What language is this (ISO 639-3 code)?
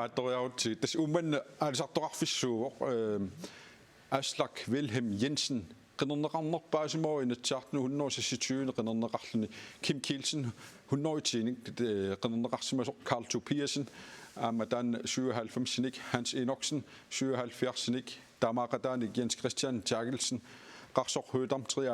kal